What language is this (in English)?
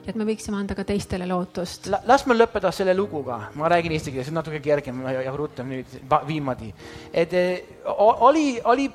Estonian